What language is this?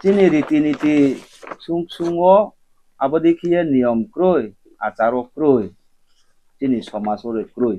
Riang (India)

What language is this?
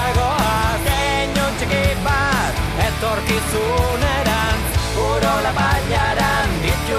Basque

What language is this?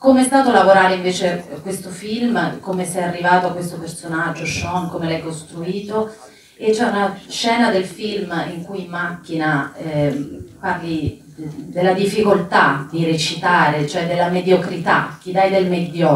Italian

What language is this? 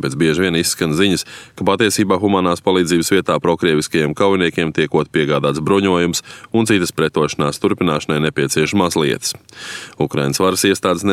Latvian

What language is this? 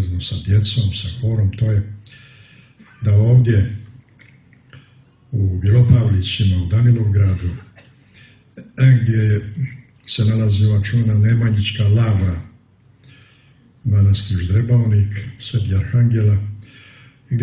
Serbian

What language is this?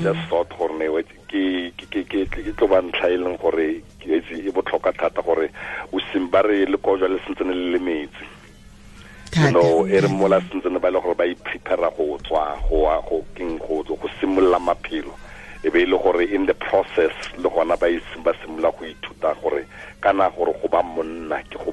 Tswana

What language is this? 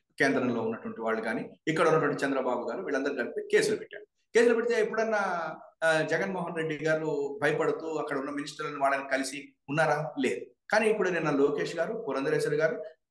Telugu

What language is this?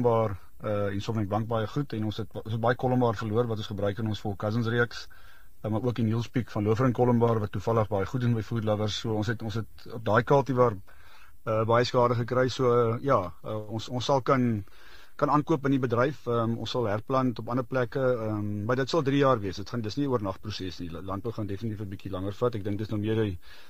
Afrikaans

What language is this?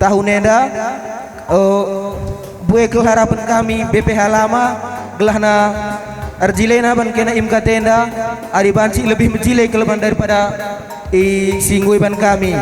Batak Karo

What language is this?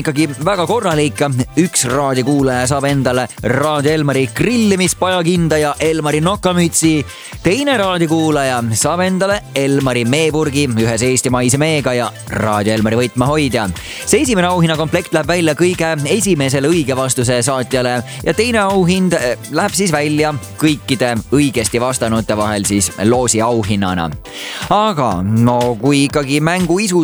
Estonian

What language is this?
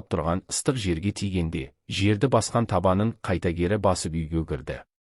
Kazakh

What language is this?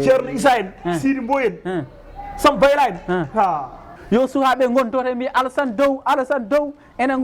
Fula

